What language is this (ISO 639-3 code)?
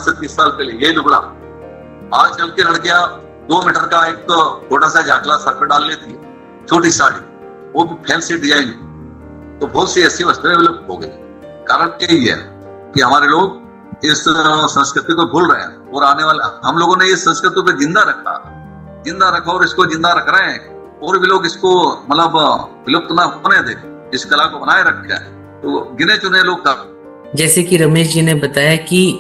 hin